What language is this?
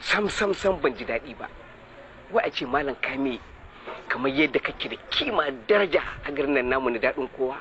Hausa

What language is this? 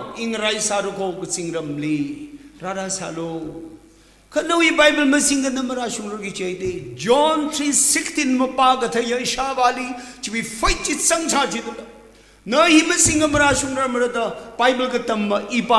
Tangkhul Naga (India)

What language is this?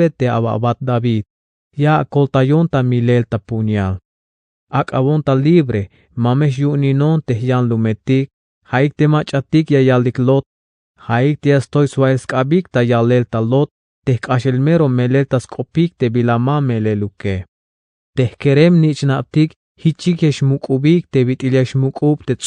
Tzeltal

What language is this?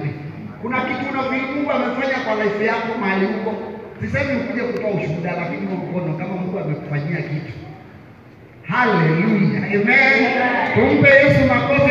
Swahili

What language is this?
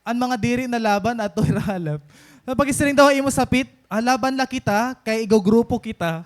Waray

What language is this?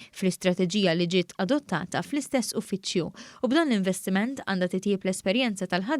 Maltese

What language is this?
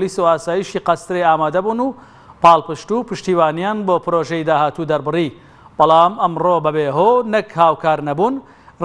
Central Kurdish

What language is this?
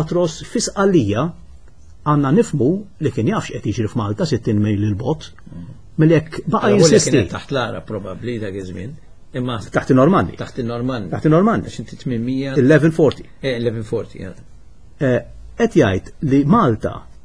Maltese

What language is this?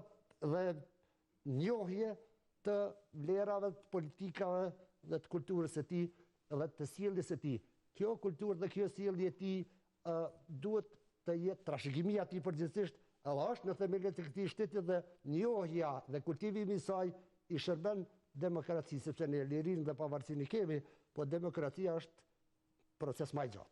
Albanian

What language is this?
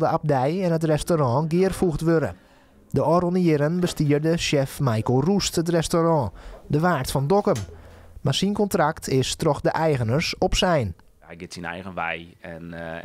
Western Frisian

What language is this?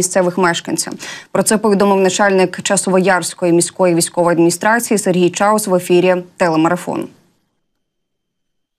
Ukrainian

